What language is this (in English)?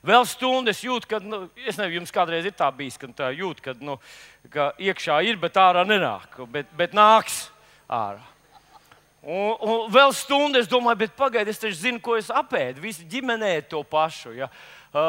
Latvian